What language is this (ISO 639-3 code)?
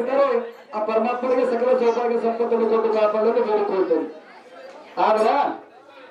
kan